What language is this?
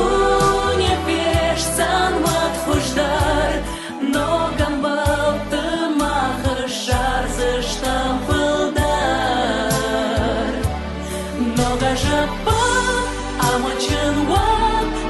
Ossetic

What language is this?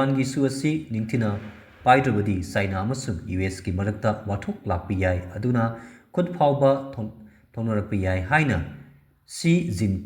Manipuri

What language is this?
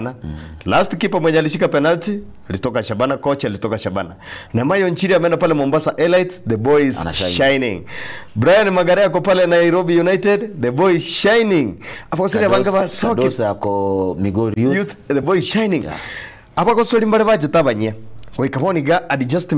Gusii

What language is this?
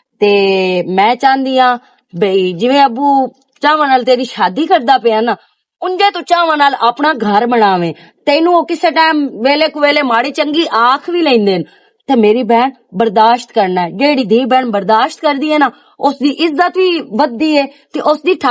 Western Panjabi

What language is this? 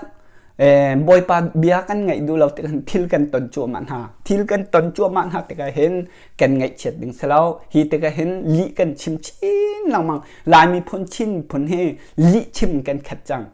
Hakha Chin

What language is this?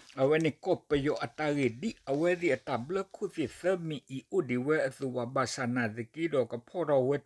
S'gaw Karen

